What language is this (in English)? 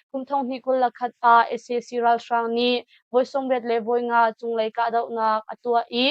Hakha Chin